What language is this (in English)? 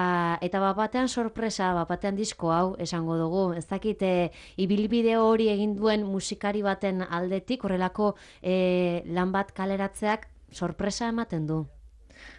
Basque